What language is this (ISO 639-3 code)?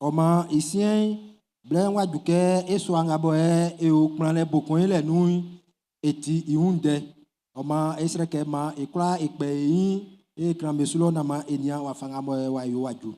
bci